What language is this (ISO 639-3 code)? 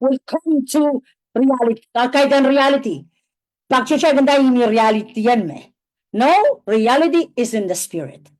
pon